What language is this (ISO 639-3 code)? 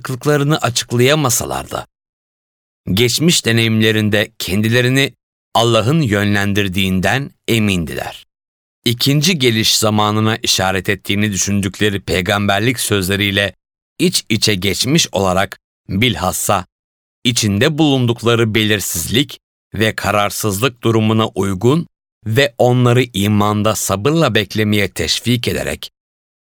tur